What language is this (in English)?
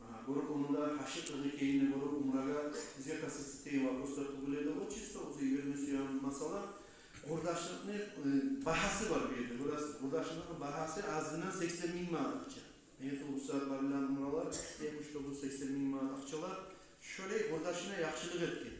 Kumyk